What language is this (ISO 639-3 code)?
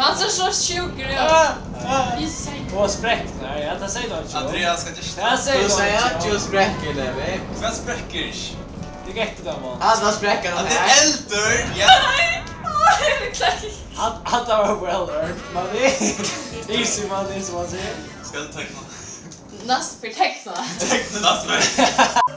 fao